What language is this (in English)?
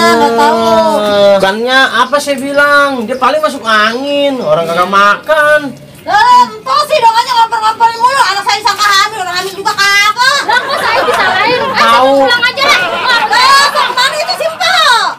Betawi